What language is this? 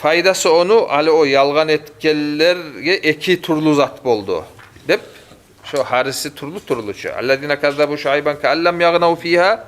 Kumyk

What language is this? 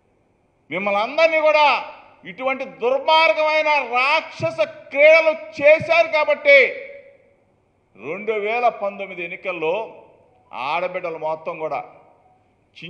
Telugu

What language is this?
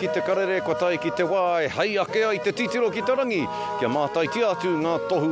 Māori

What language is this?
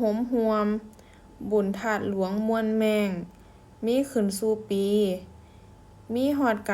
Lao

